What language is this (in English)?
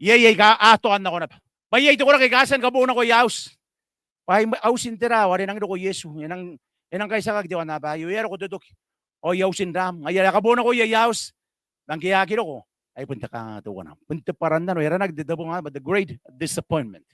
Gilbertese